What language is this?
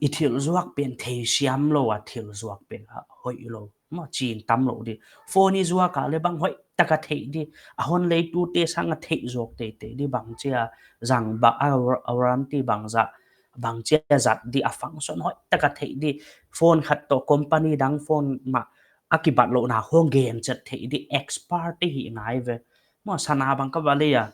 Paite Chin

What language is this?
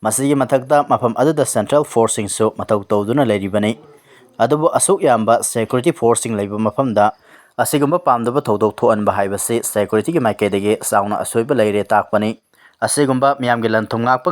Manipuri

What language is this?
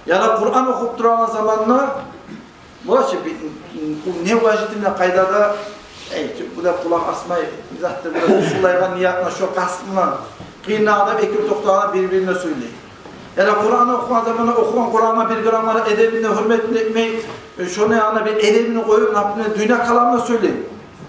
Kumyk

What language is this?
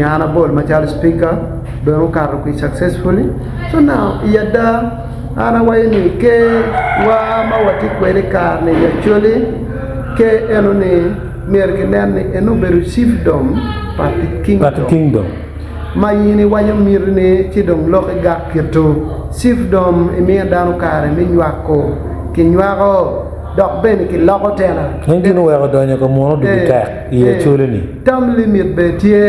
Acoli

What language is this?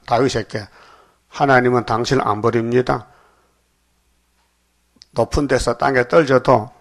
Korean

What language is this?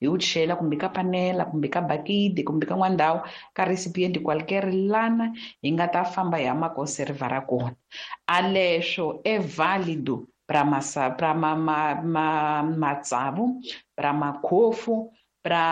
Tsonga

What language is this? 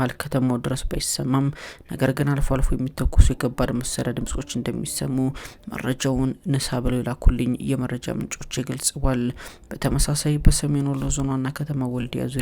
Amharic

